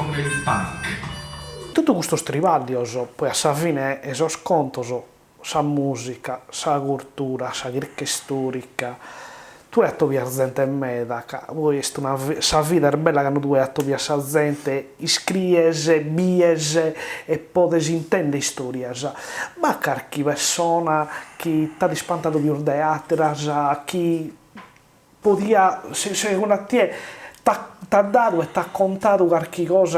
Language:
Sardinian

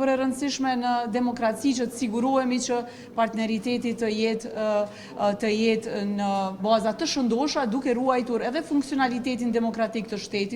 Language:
Albanian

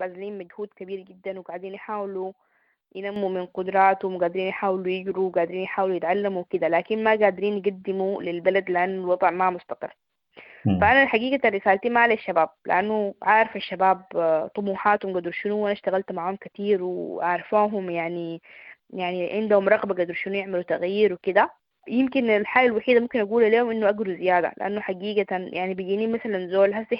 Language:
Sudanese Arabic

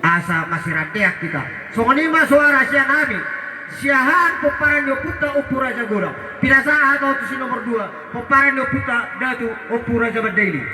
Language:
Batak Toba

